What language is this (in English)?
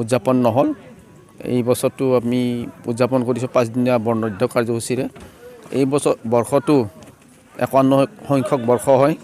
Assamese